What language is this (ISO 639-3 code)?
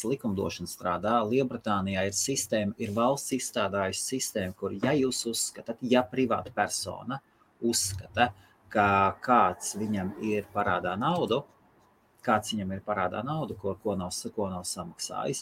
lav